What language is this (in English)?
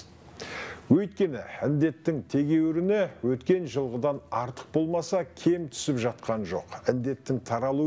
Kazakh